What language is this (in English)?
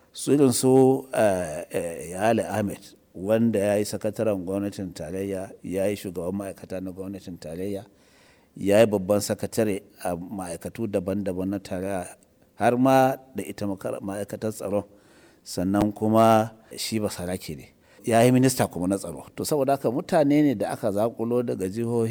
Hausa